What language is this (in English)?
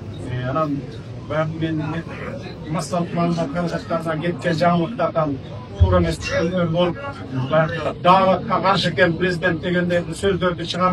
Kyrgyz